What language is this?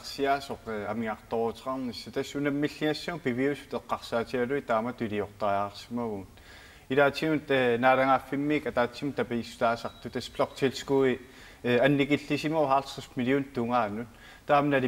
Kalaallisut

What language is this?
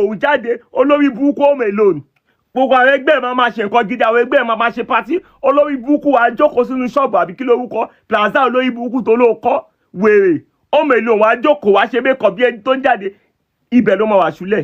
Yoruba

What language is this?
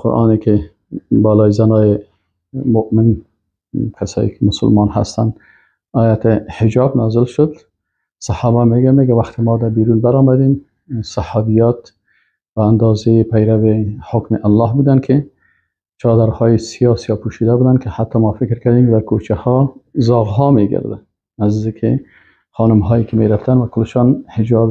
Persian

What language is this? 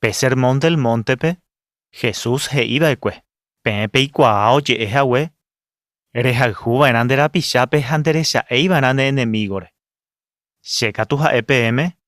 Guarani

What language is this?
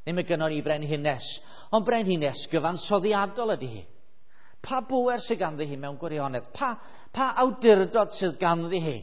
Welsh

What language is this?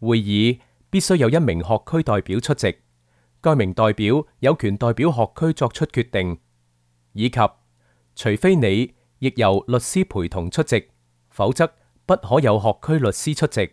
Cantonese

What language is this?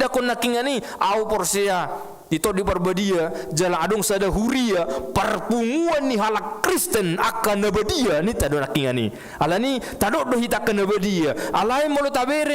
Batak Toba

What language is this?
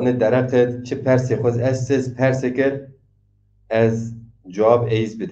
Zaza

